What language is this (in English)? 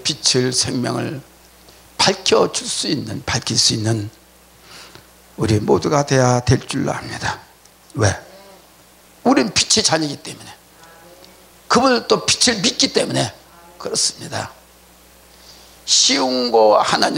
Korean